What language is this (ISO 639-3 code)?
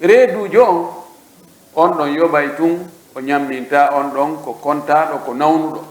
fuf